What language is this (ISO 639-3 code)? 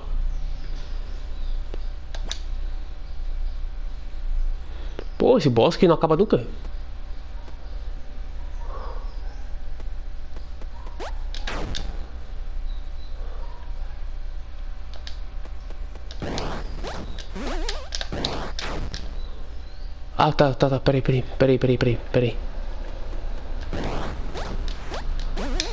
por